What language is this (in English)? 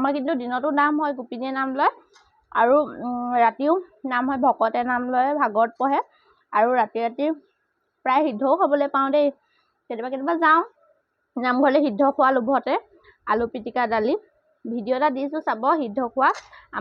Assamese